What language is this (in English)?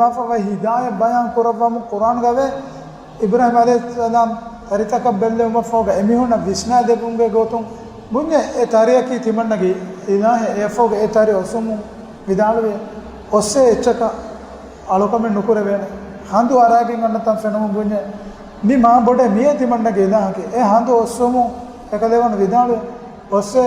Divehi